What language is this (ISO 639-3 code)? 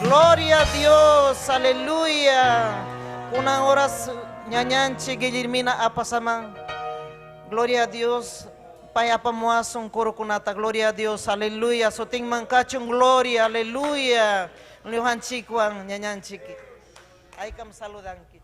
quy